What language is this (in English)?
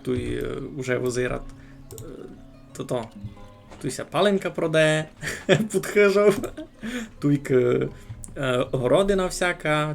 Rusyn